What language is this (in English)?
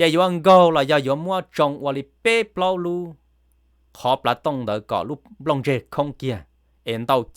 Hmong